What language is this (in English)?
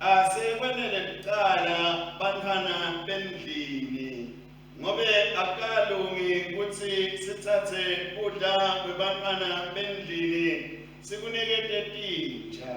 Swati